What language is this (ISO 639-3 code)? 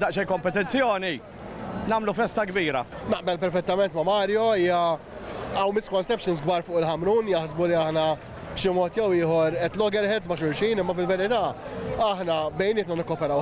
mlt